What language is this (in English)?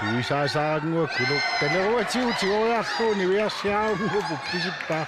Kalaallisut